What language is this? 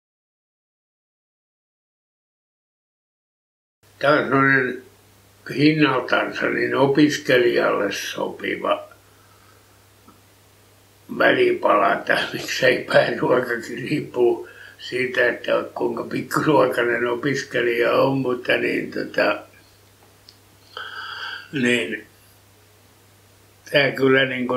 Finnish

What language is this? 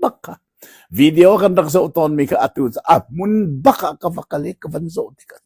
Hakha Chin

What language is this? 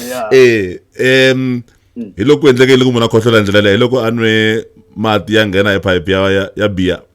Tsonga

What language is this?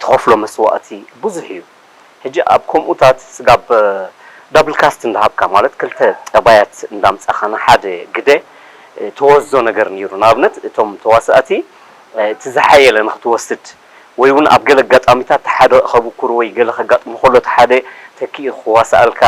Tigrinya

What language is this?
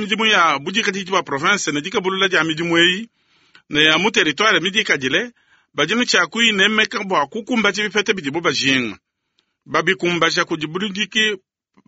Luba-Lulua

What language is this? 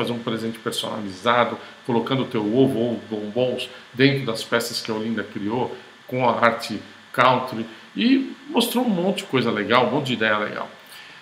Portuguese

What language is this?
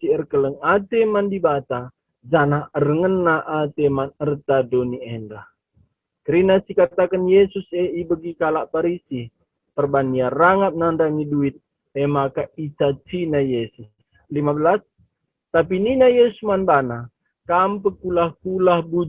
Batak Karo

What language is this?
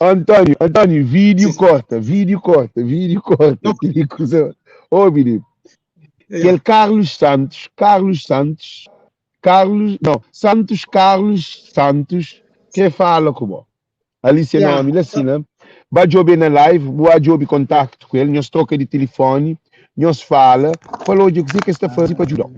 Kabuverdianu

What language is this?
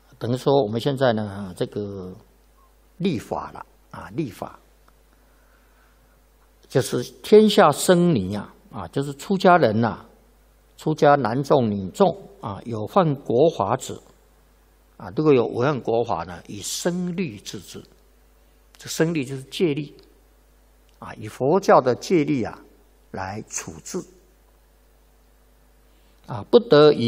Chinese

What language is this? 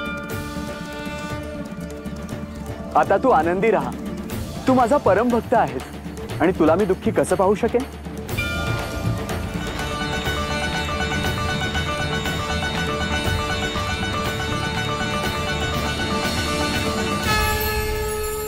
Marathi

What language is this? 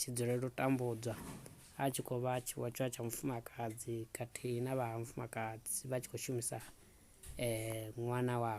Venda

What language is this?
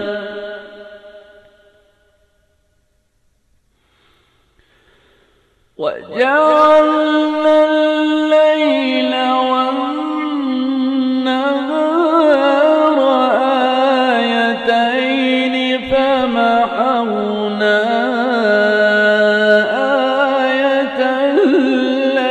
Arabic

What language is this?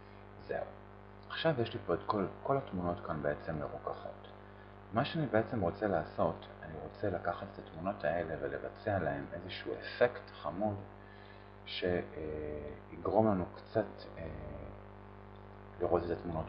Hebrew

